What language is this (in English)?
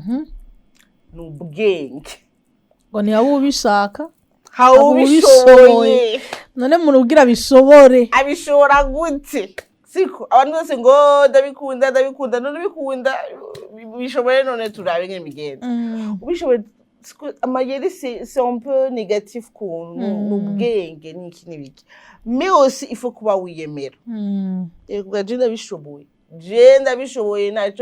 Rundi